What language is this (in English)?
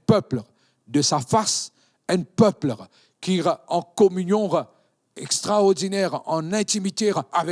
Morisyen